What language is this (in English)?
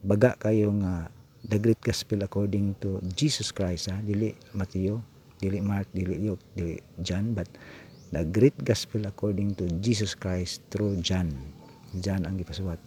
Cebuano